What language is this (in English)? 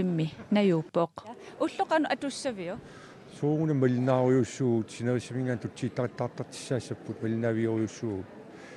Kalaallisut